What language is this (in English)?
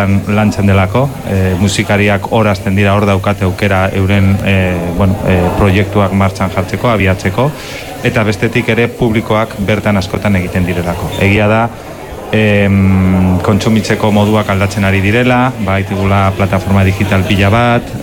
Basque